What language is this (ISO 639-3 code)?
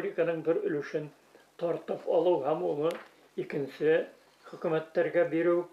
bak